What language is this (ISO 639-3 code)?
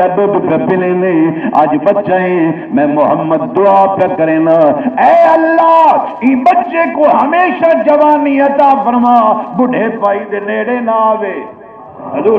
skr